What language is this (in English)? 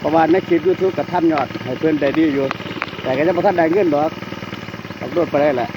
Lao